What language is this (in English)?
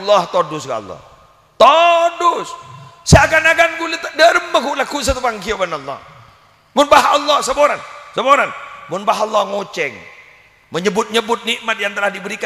Madurese